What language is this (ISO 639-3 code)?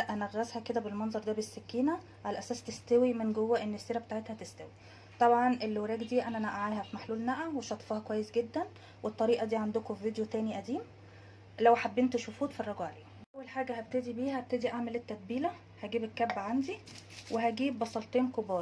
arz